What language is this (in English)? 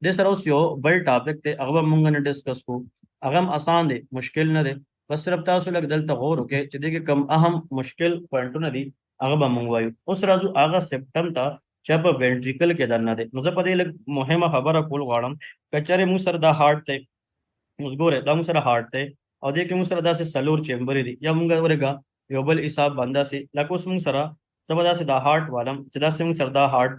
Pashto